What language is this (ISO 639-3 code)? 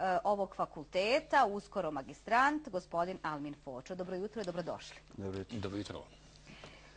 bos